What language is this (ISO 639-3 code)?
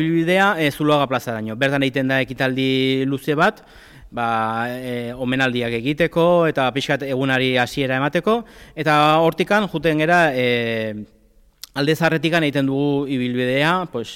eus